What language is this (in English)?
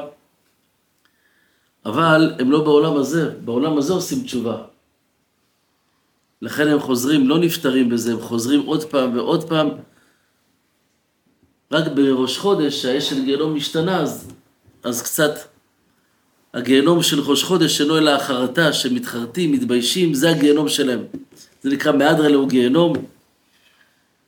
Hebrew